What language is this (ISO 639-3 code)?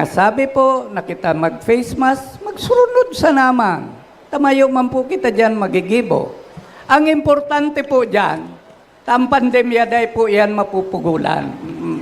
bik